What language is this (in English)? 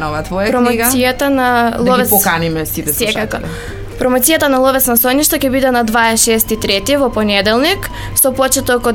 Macedonian